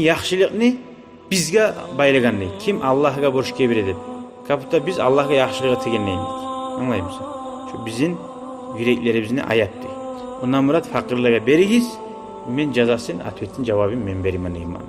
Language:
Kumyk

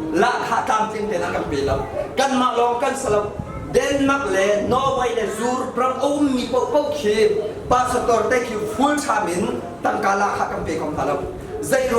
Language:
Hakha Chin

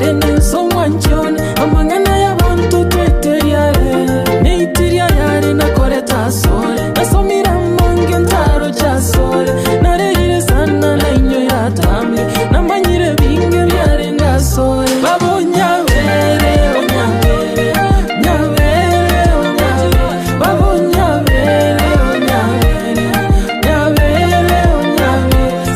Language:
Gusii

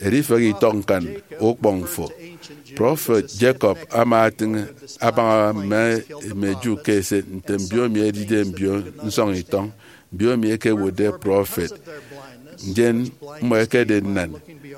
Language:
Efik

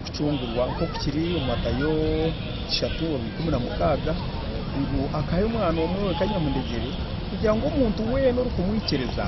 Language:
Nyankole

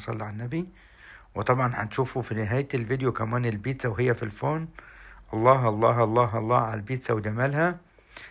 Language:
Egyptian Arabic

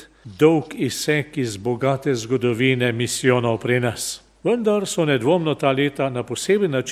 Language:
Slovenian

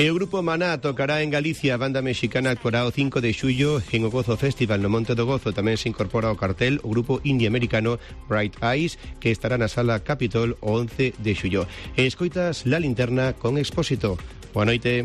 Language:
Galician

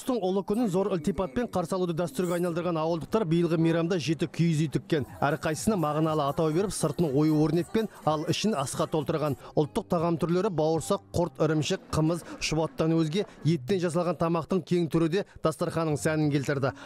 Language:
Kazakh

